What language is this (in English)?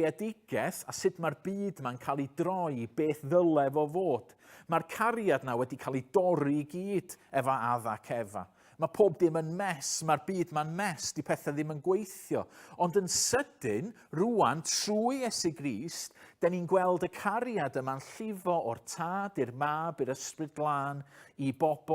Welsh